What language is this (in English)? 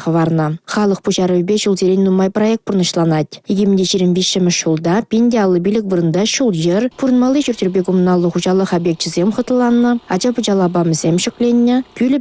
Chuvash